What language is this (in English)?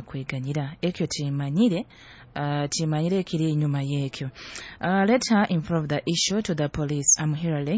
Nyoro